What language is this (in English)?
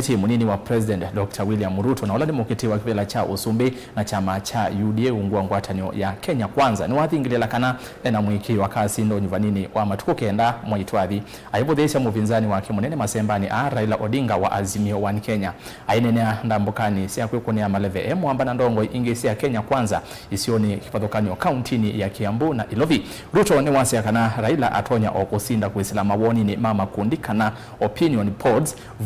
Kamba